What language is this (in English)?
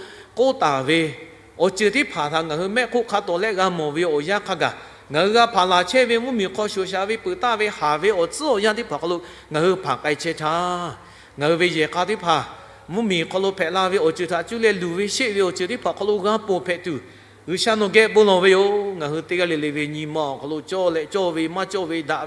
Lahu